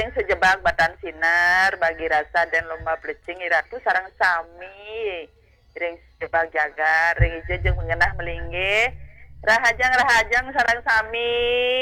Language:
Balinese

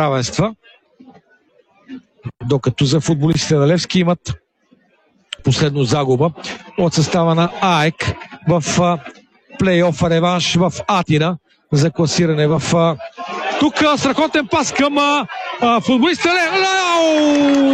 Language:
Bulgarian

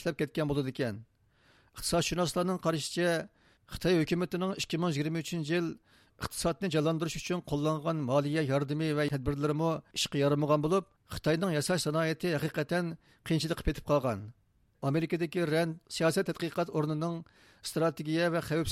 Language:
Uyghur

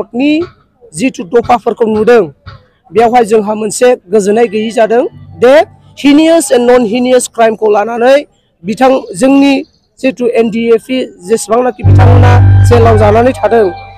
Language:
Bodo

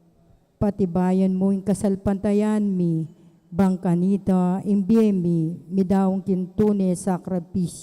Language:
Pampanga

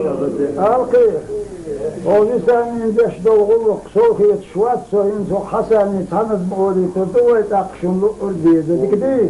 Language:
Chechen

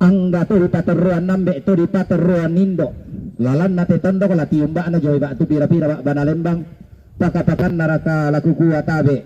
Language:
Toraja-Sa'dan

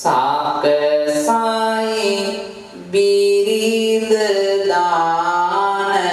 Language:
Sinhala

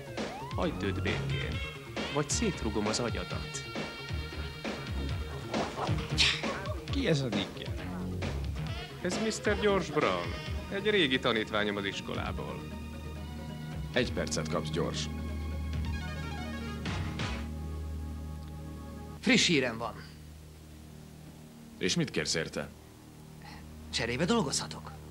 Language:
Hungarian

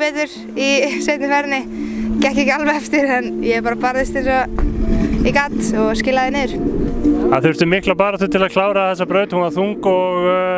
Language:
Icelandic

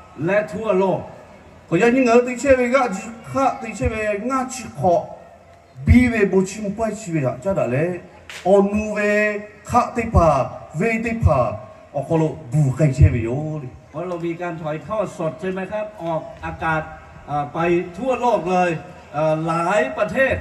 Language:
Lahu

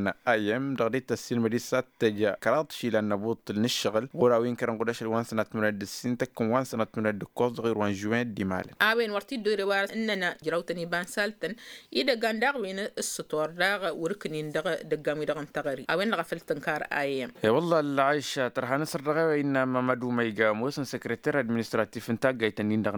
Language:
Tamasheq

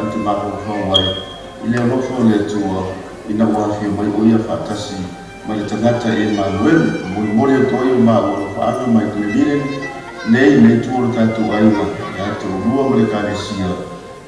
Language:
Samoan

